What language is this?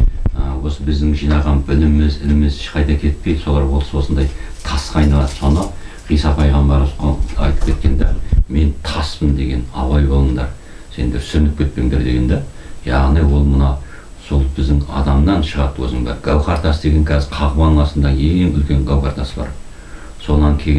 Kazakh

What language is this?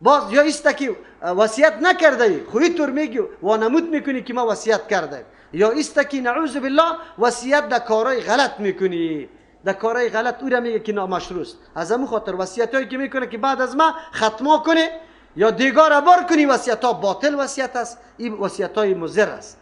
Persian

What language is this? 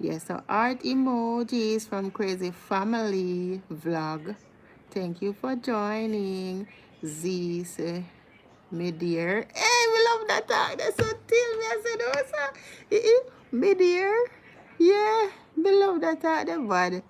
Jamaican Creole English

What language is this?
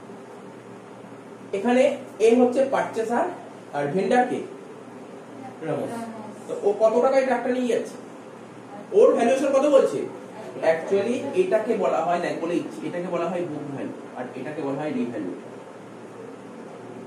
Bangla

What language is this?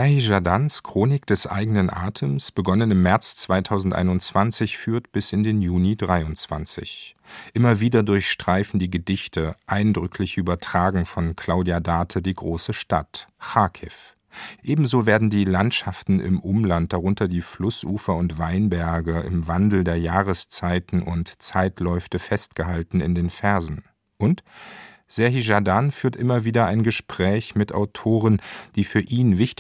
German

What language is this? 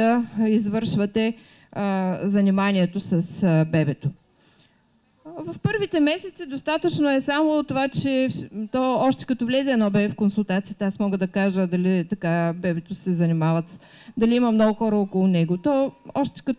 Bulgarian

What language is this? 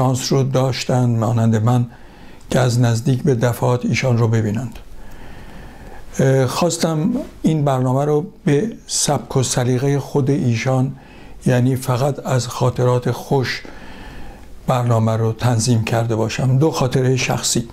Persian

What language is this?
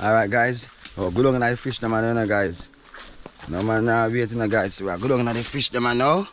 Jamaican Creole English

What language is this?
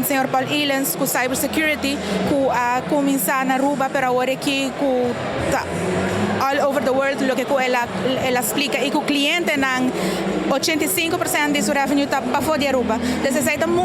Papiamento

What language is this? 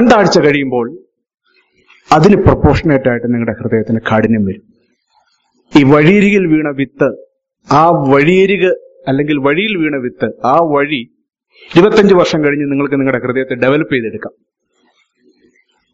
Malayalam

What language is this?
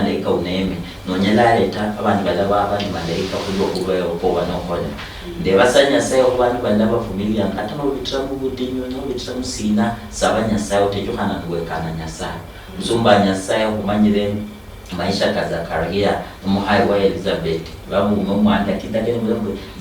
Luyia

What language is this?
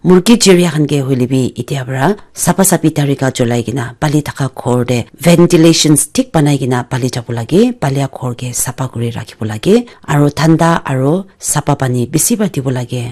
Naga Pidgin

